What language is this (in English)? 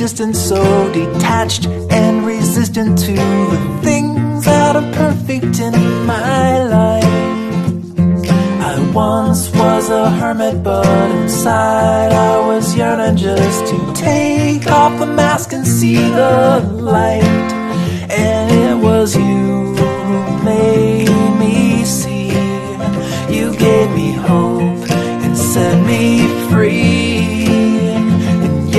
English